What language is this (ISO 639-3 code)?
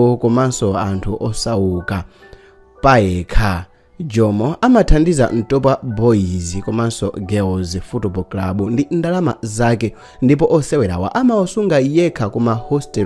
nya